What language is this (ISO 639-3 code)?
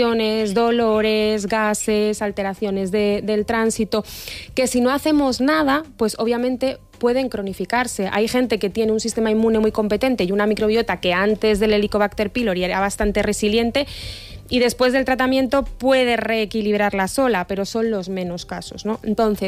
spa